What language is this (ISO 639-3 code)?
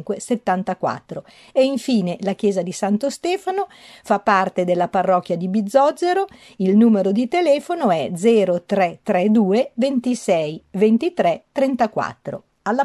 ita